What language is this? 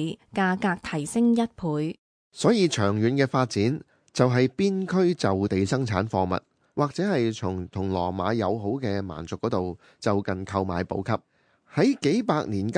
Cantonese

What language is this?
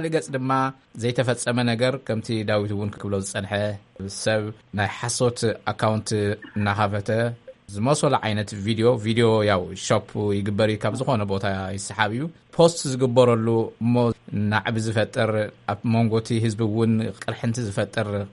Tigrinya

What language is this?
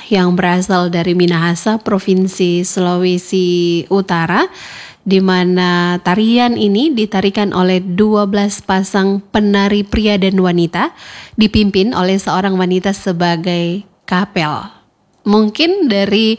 Indonesian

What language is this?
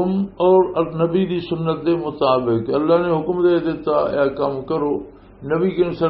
Western Panjabi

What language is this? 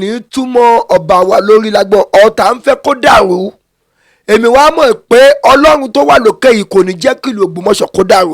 Yoruba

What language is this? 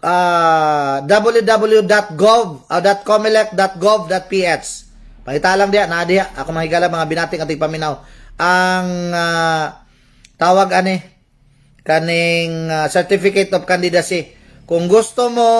Cebuano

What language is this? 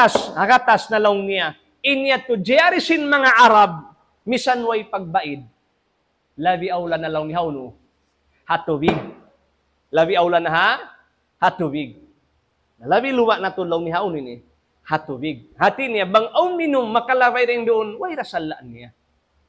Tausug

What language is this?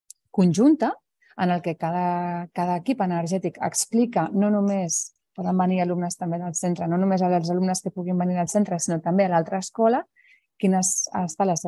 Catalan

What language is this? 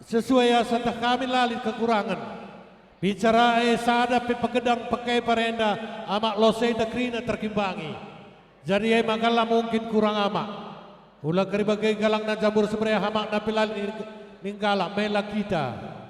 Batak Karo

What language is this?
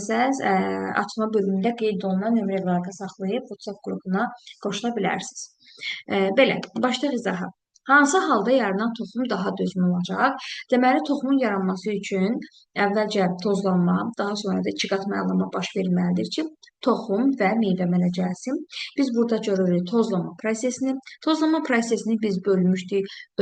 Azerbaijani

